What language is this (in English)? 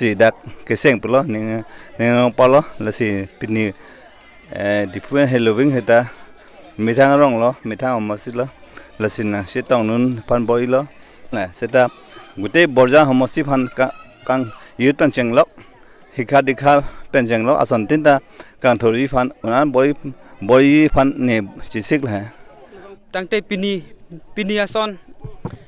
Karbi